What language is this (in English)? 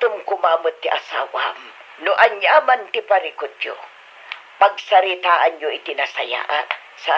Iloko